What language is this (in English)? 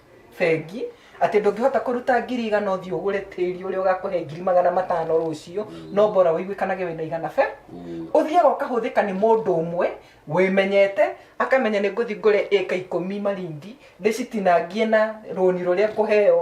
Kikuyu